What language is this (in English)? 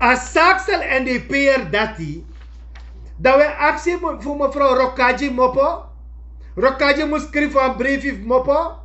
Sranan Tongo